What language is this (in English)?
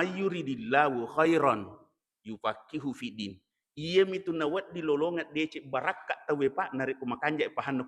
Buginese